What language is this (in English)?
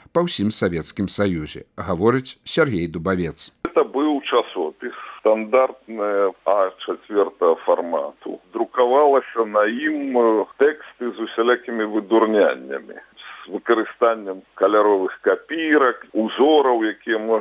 Belarusian